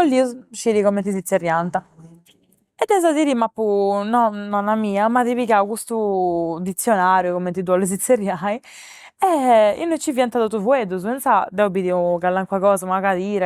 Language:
Sardinian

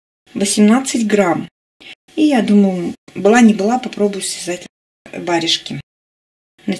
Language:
Russian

